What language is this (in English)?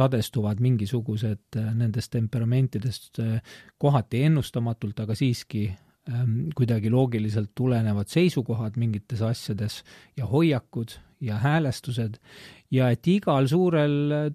Estonian